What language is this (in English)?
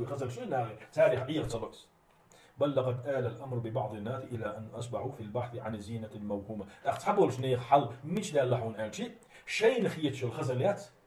Chechen